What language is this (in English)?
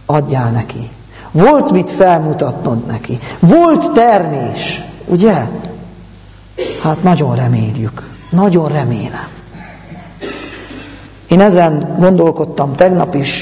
Hungarian